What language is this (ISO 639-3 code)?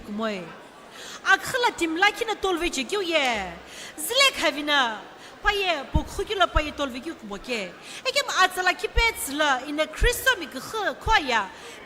nsm